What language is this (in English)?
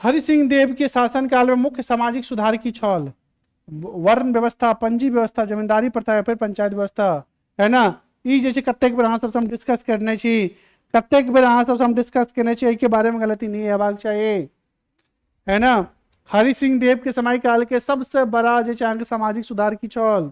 Maithili